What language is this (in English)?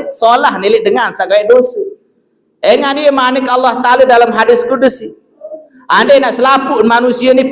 Sasak